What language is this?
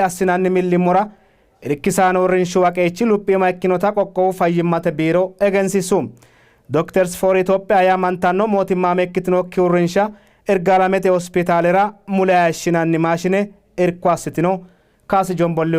Sidamo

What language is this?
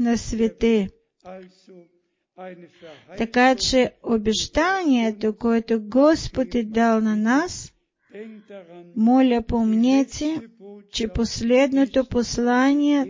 Bulgarian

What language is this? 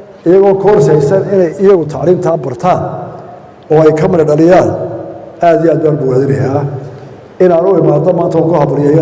Somali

